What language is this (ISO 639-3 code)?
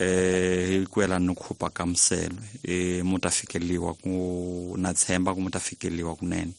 tso